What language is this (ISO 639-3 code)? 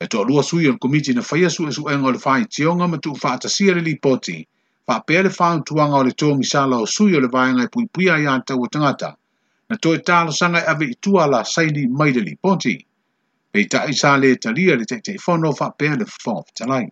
smo